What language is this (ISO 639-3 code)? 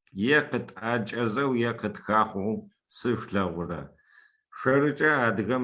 ady